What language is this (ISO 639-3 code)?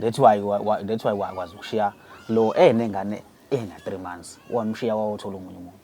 zul